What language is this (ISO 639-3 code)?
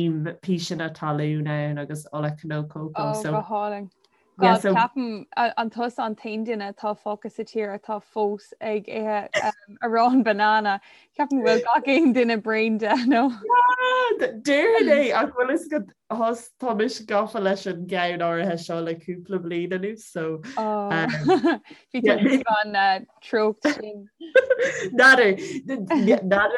gle